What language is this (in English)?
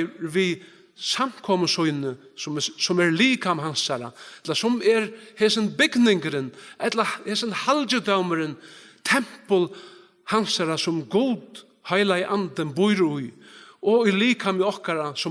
Faroese